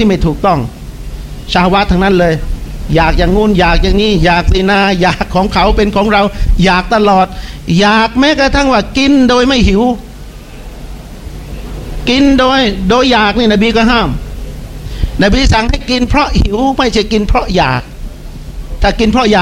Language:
Thai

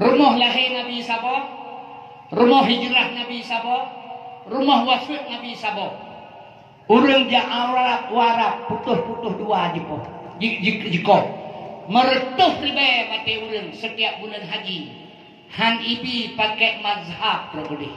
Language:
Achinese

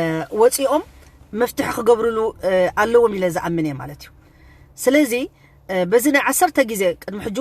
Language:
Tigrinya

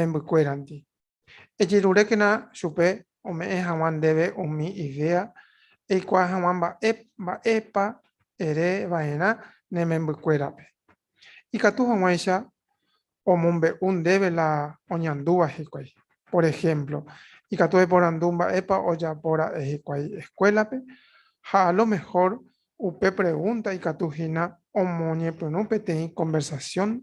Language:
Guarani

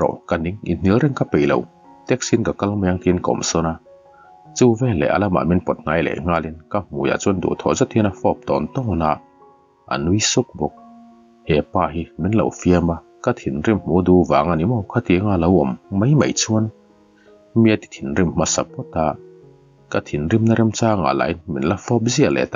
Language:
Mizo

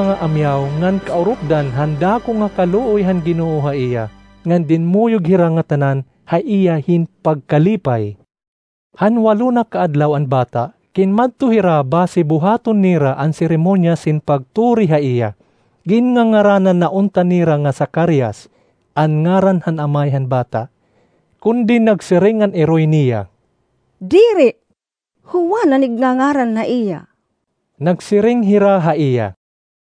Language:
Waray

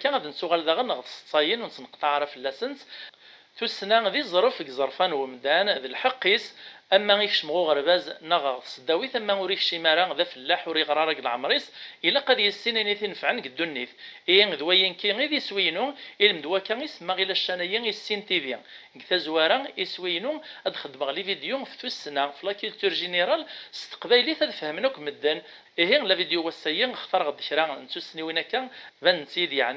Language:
Kabyle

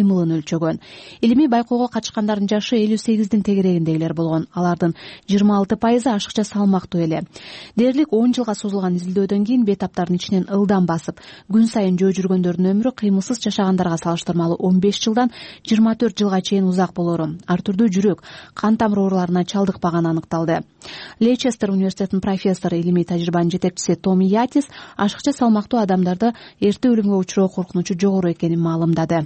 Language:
Kyrgyz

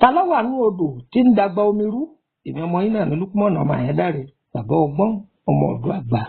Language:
Yoruba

